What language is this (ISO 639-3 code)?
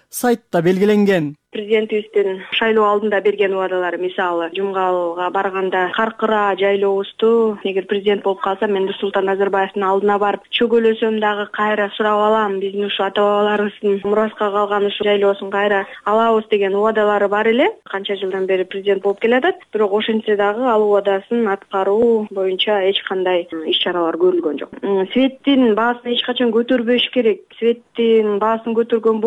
kir